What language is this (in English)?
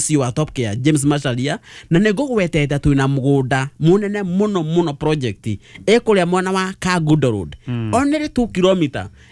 Kikuyu